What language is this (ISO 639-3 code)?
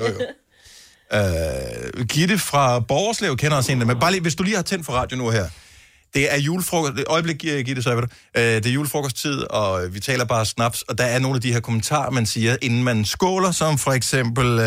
dan